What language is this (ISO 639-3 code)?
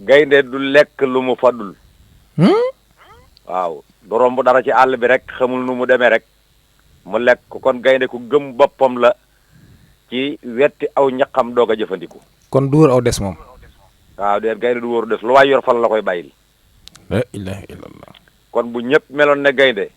wol